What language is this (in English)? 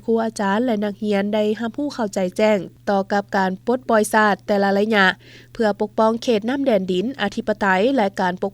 Lao